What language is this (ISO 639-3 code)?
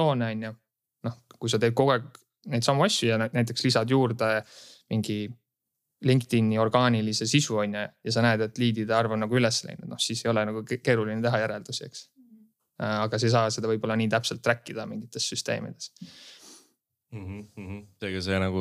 est